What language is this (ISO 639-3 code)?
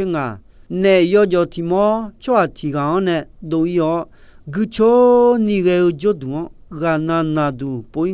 ahk